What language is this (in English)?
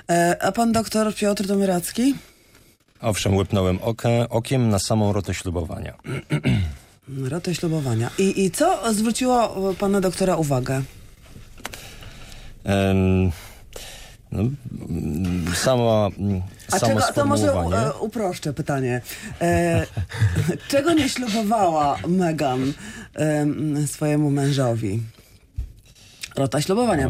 Polish